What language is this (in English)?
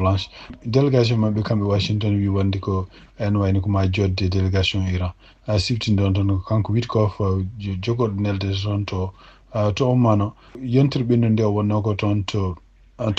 Fula